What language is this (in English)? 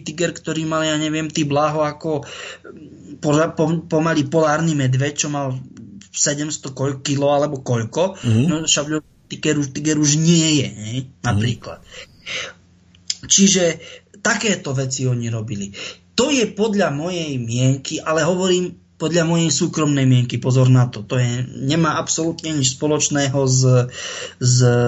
Slovak